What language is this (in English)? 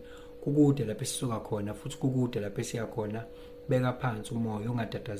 Zulu